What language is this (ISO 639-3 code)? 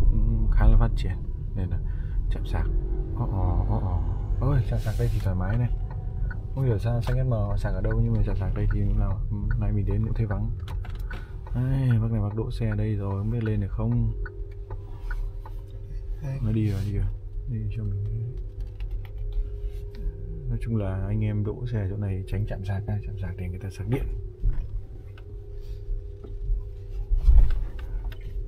vie